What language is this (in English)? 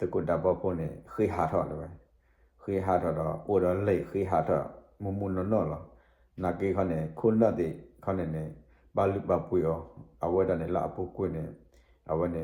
S'gaw Karen